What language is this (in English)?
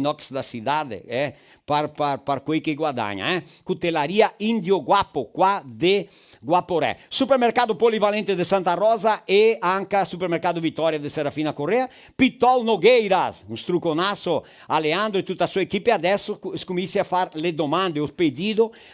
Venetian